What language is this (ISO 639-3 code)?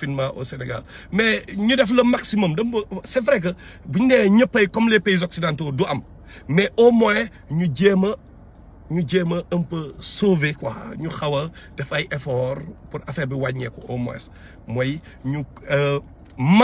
wol